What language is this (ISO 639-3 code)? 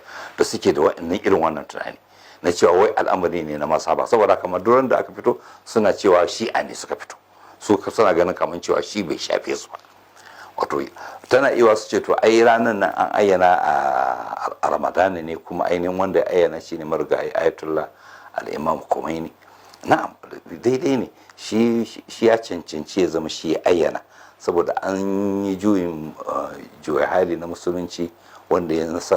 hau